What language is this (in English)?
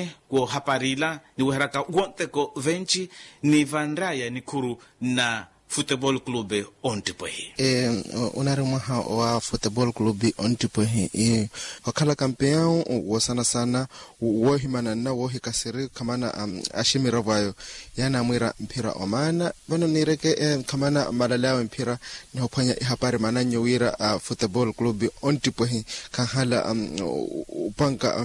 Makhuwa